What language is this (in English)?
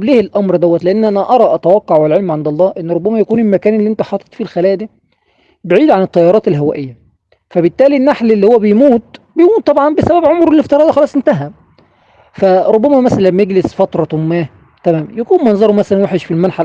Egyptian Arabic